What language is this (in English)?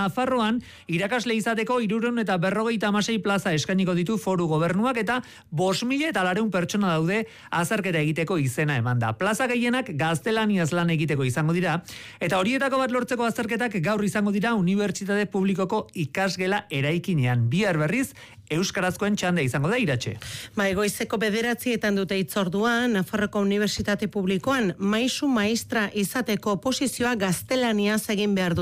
Basque